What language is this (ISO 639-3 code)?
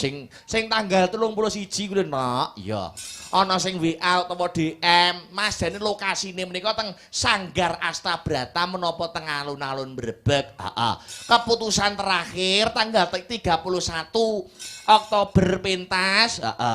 jav